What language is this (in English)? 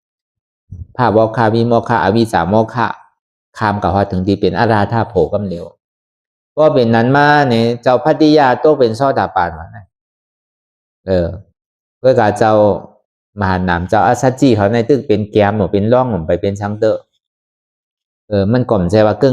Shan